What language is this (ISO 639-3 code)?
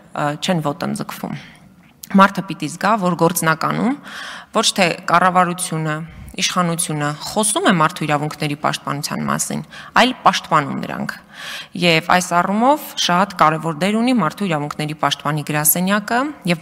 hye